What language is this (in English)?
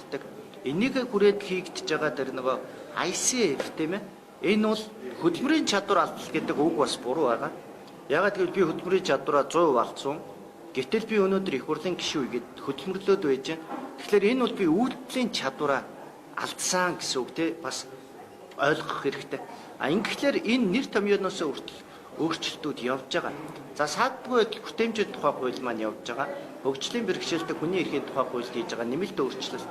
Mongolian